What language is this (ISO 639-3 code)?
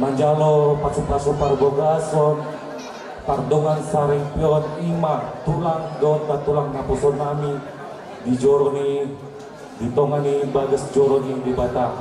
bbc